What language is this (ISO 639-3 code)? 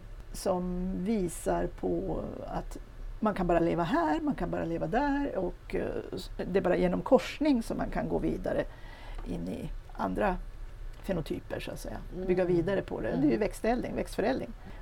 swe